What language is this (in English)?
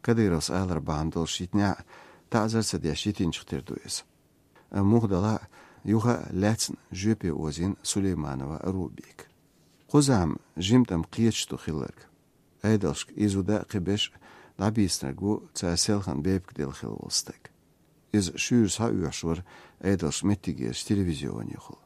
Chechen